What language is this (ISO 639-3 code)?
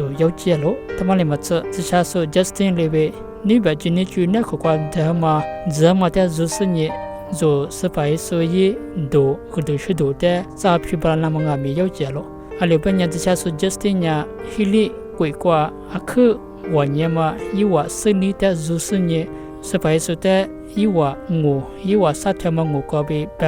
lis